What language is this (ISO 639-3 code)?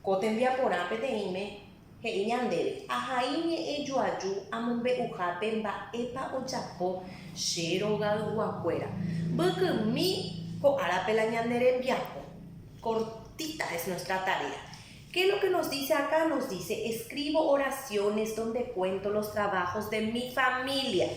grn